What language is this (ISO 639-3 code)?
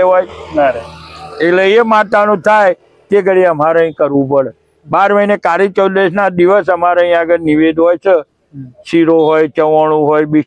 guj